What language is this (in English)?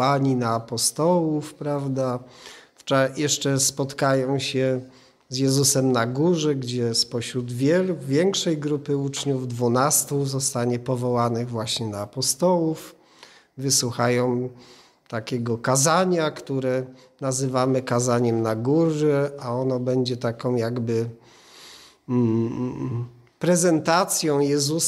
Polish